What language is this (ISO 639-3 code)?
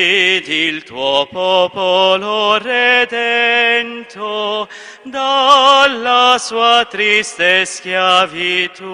ita